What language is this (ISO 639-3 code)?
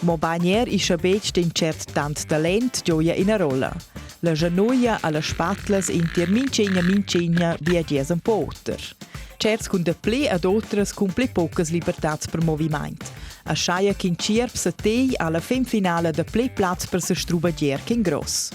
roh